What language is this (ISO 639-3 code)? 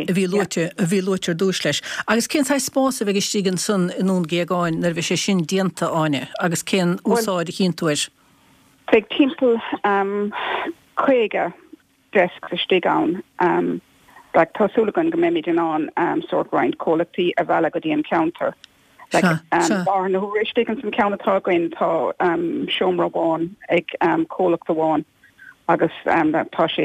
gle